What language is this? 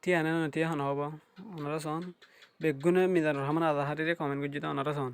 Rohingya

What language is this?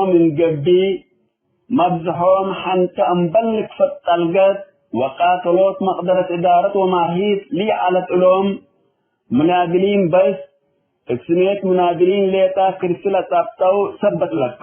Tigre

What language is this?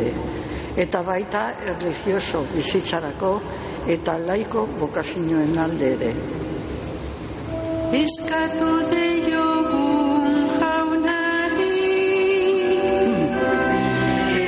Basque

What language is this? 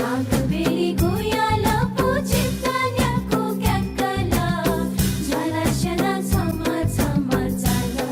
Newari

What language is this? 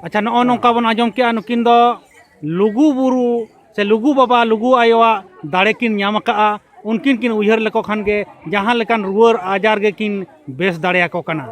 Santali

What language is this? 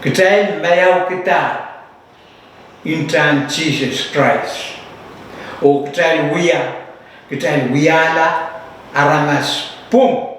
Pohnpeian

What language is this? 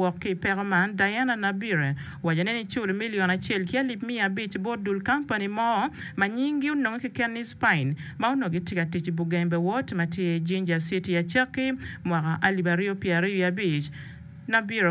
Acoli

